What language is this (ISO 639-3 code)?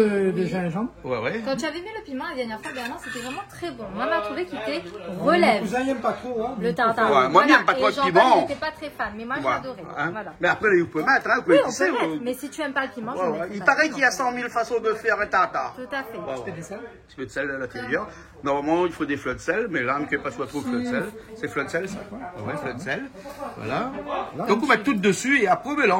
rcf